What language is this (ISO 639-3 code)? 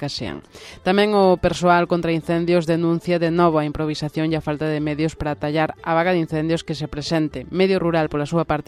glg